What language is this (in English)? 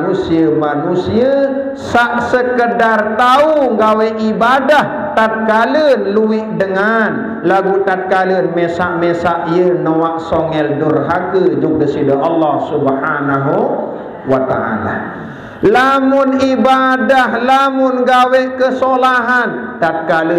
Sasak